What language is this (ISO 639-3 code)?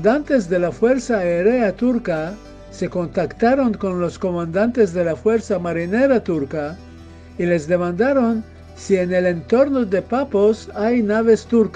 lad